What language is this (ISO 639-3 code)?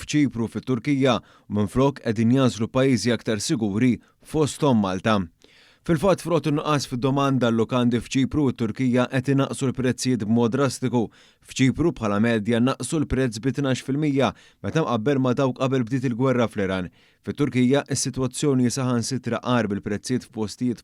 mlt